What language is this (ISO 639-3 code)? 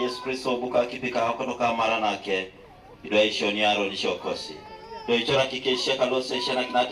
teo